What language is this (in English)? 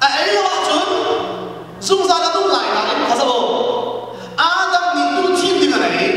Hakha Chin